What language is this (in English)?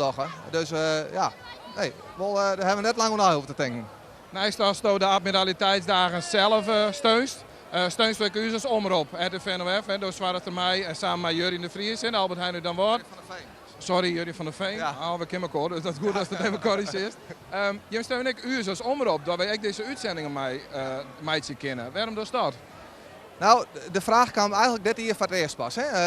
Western Frisian